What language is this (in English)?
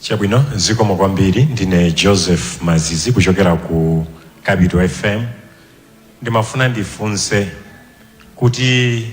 Nyanja